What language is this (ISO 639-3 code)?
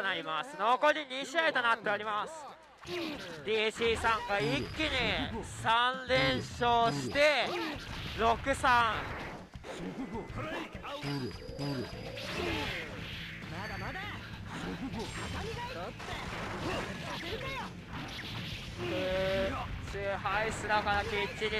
jpn